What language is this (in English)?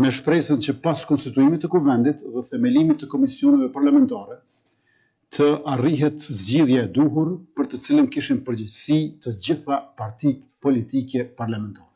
Albanian